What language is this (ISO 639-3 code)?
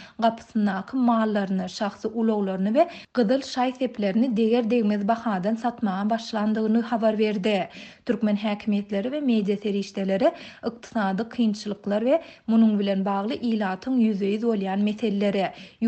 tuk